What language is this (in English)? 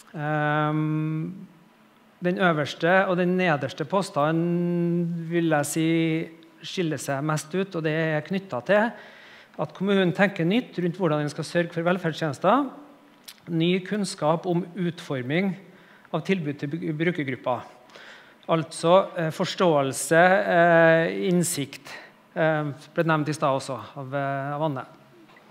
Norwegian